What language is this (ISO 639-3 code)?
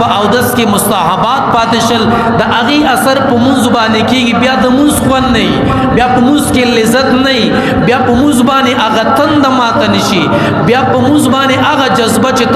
pus